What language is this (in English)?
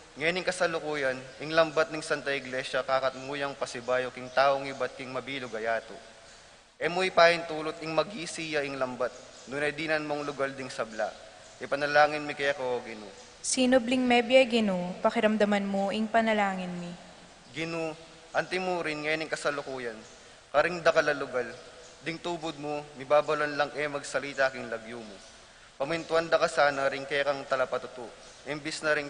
Pampanga